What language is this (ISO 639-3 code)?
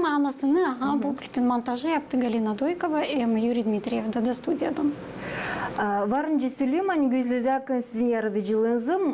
gag